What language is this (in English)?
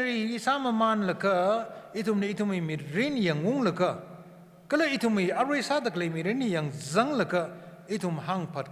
Tangkhul Naga (India)